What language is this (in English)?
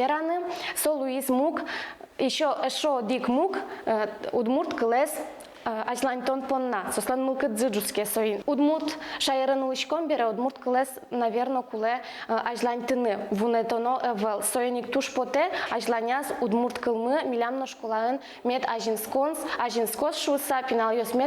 Udmurt